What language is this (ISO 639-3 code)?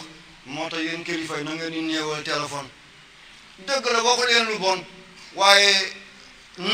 wol